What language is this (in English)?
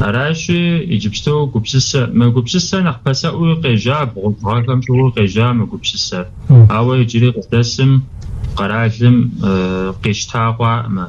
Kabardian